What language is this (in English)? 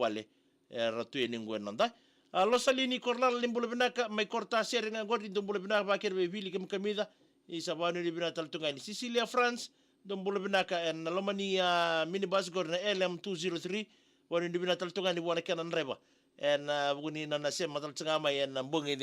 Fijian